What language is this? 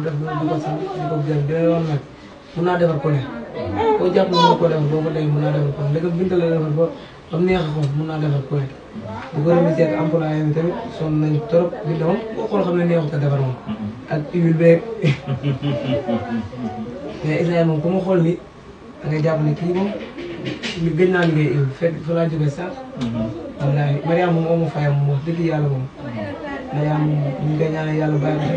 Wolof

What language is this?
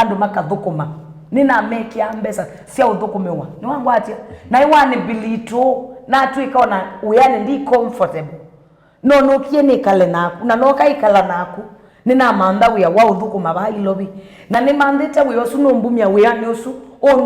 Kamba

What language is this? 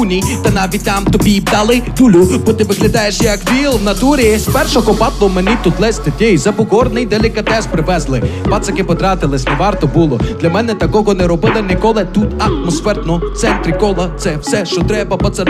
Ukrainian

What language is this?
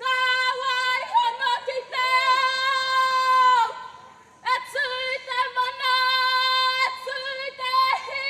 Māori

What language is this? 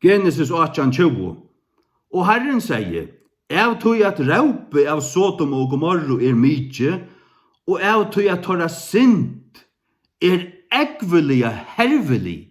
Faroese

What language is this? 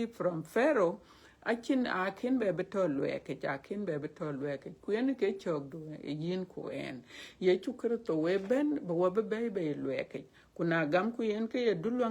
Dinka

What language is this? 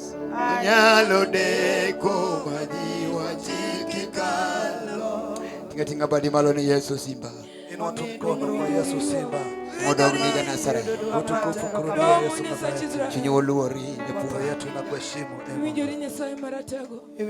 Luo (Kenya and Tanzania)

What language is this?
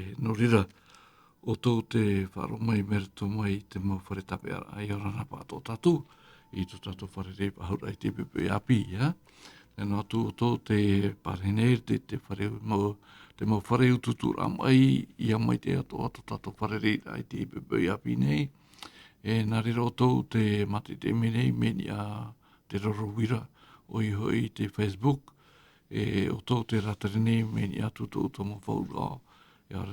Tahitian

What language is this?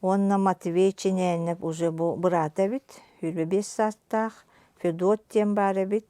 Yakut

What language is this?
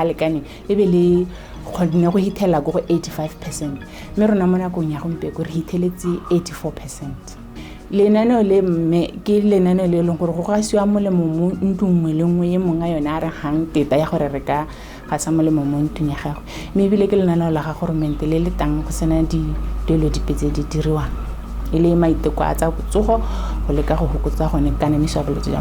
Tswana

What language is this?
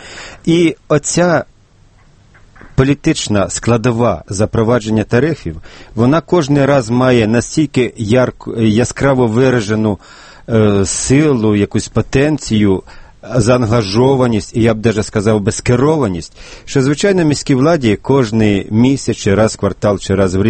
Ukrainian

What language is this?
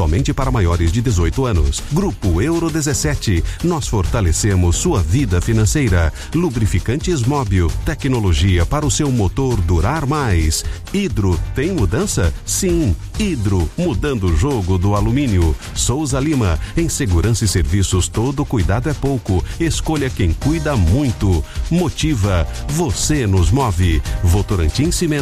Portuguese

